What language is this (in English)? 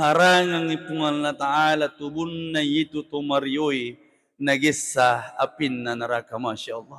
Buginese